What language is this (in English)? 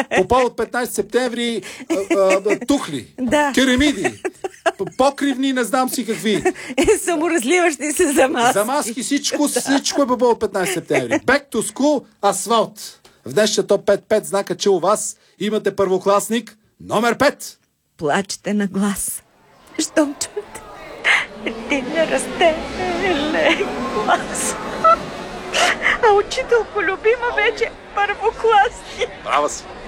Bulgarian